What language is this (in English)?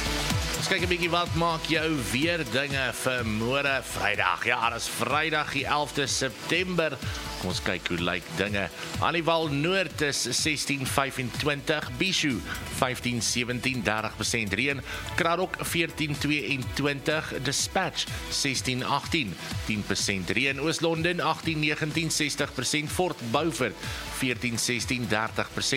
Afrikaans